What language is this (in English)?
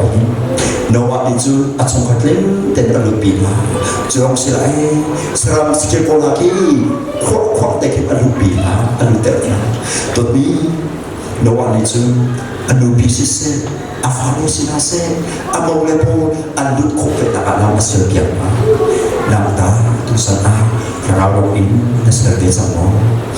Hakha Chin